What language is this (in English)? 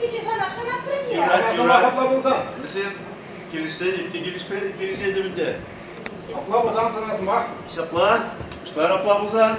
Chuvash